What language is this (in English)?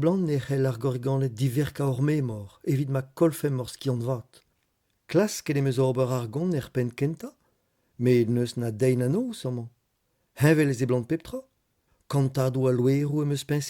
Breton